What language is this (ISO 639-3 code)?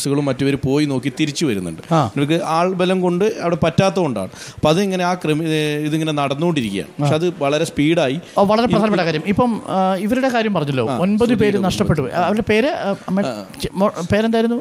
mal